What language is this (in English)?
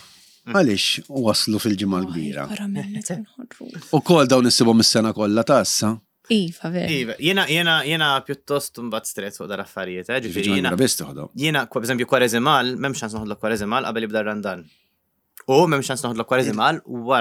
Maltese